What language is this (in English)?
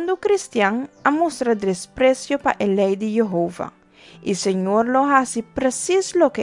Papiamento